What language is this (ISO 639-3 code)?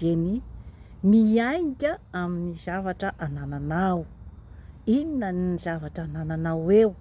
mlg